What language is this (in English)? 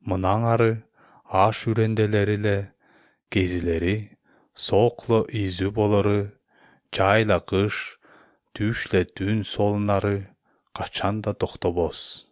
Kyrgyz